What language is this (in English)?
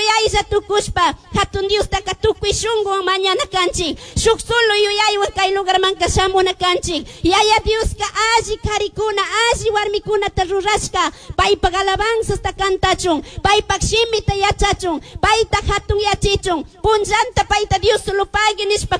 Chimborazo Highland Quichua